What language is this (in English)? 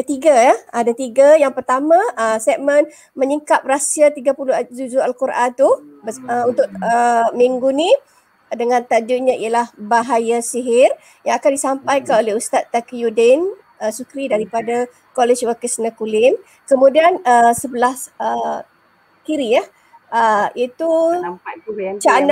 Malay